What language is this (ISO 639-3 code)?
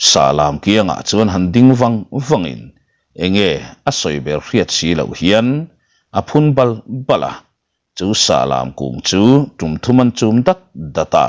lus